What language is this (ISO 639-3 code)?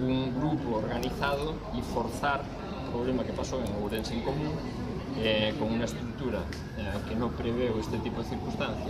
glg